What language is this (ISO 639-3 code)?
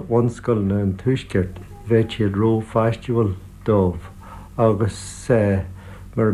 gle